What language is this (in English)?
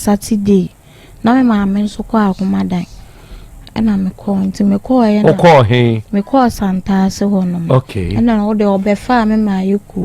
Akan